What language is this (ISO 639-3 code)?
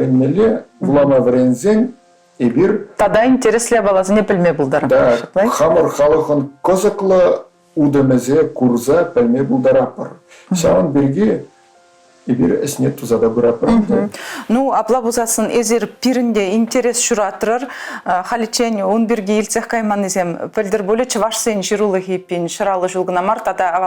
chv